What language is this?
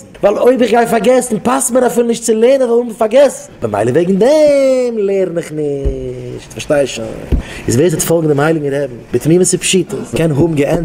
Yiddish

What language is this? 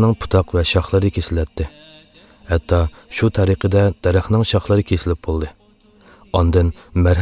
Uyghur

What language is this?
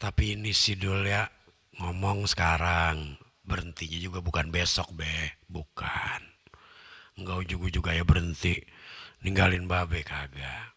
Betawi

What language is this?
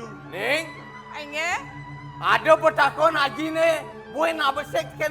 Balinese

